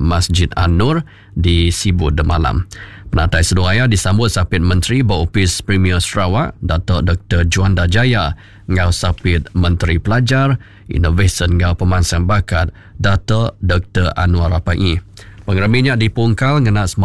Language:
Iban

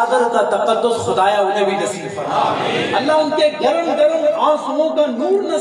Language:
Urdu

